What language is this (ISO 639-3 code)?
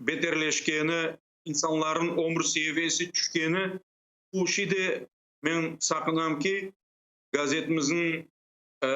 crh